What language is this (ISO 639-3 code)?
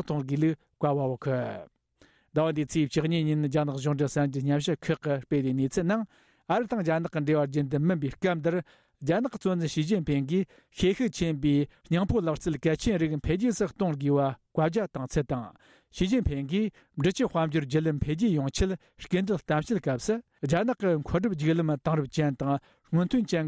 bod